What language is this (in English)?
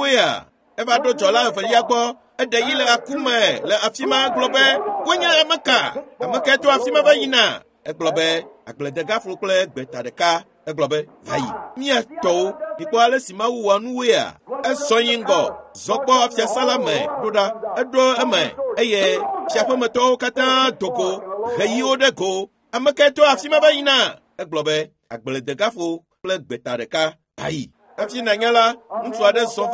Ewe